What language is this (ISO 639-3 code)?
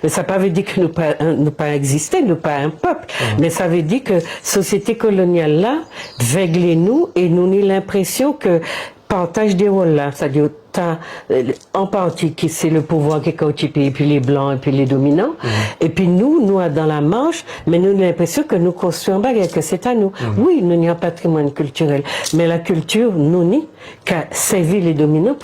gcf